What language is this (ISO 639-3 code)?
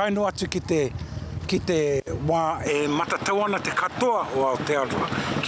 mri